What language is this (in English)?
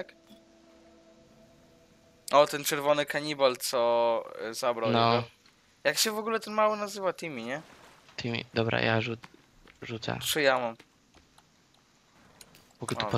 Polish